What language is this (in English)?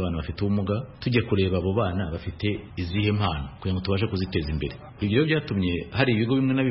Kinyarwanda